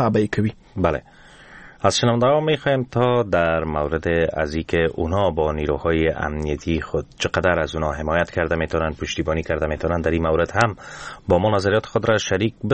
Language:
Persian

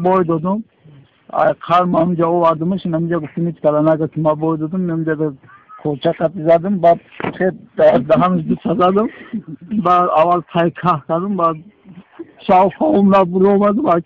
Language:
Tajik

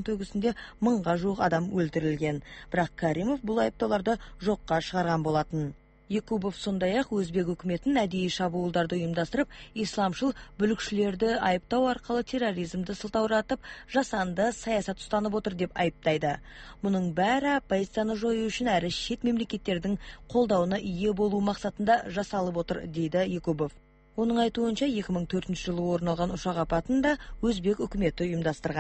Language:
Kazakh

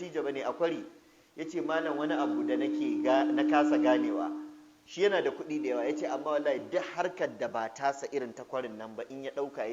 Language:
Hausa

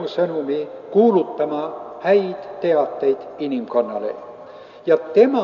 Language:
Estonian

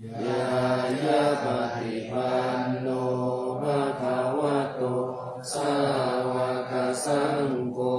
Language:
Pali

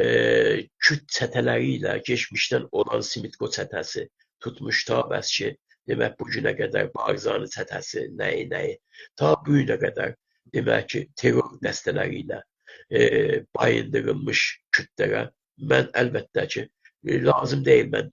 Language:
South Azerbaijani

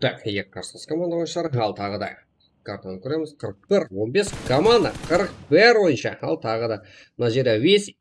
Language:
Kara-Kalpak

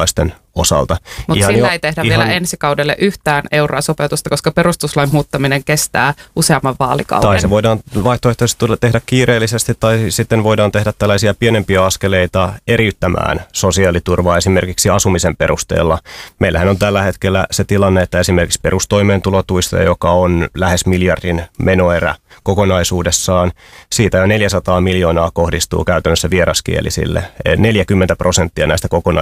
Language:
Finnish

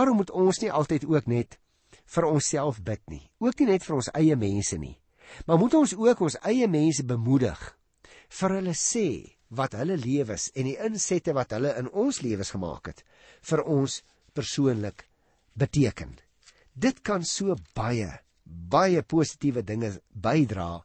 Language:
Afrikaans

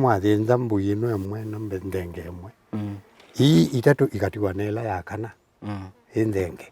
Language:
Kamba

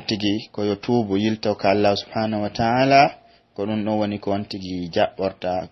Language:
Pular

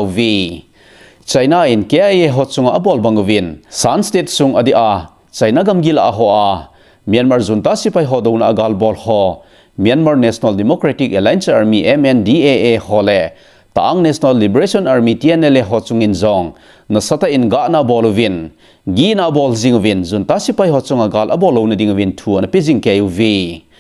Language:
Thado Chin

